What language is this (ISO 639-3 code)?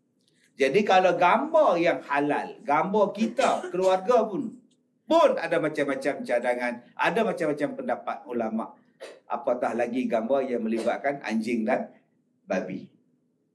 msa